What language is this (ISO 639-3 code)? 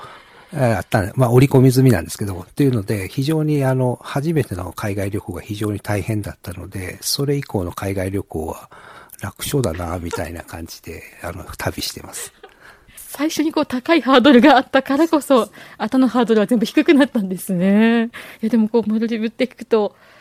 jpn